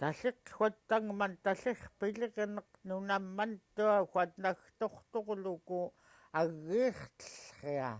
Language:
Central Yupik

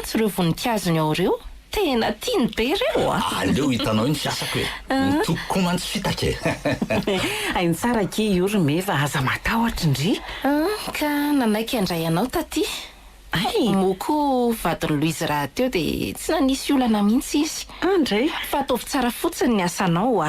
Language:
Malagasy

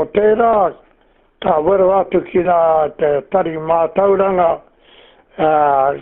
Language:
Māori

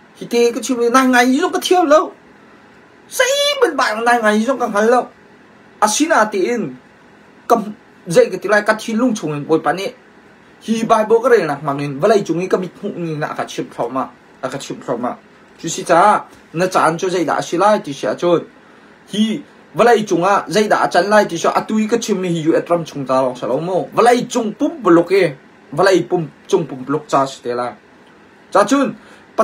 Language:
Hakha Chin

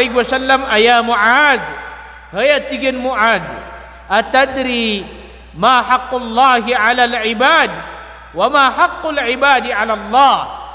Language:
Maranao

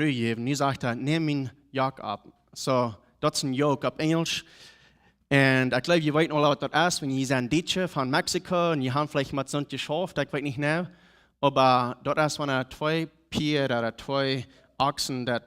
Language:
Plautdietsch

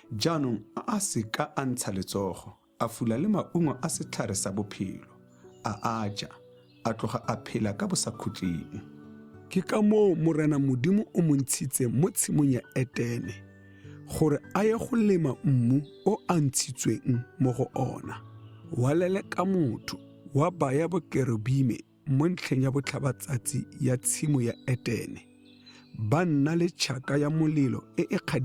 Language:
Tswana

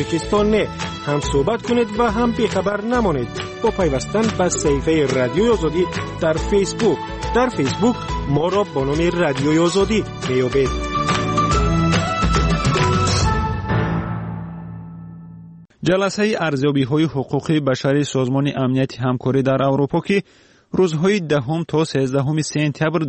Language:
Persian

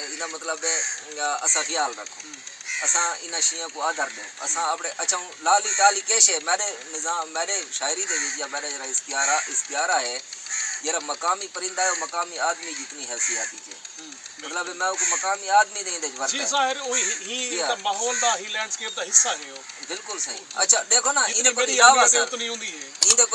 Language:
Saraiki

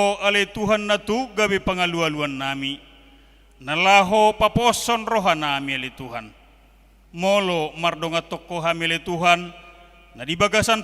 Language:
Batak Toba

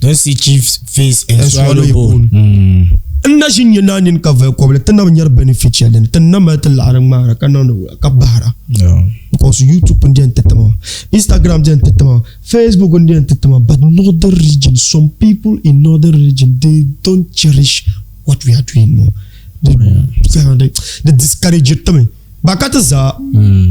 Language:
Dagbani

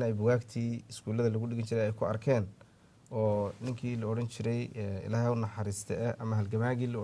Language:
Somali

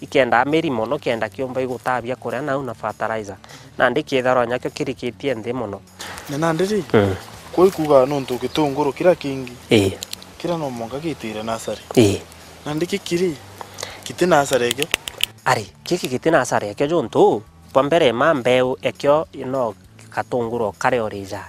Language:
Meru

